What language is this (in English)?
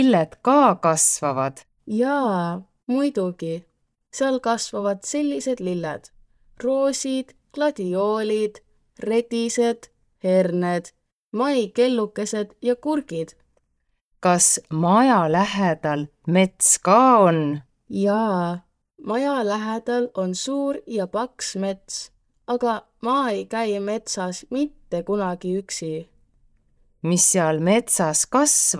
Estonian